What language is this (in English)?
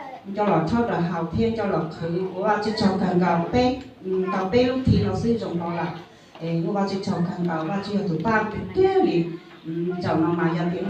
Hmong